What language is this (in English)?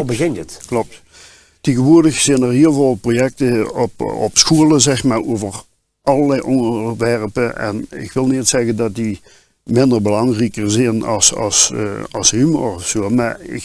Limburgish